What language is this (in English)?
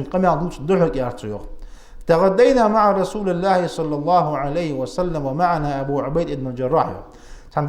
Ingush